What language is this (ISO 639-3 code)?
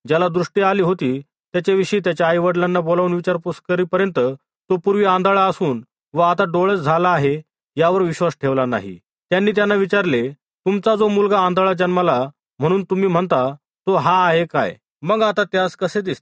mar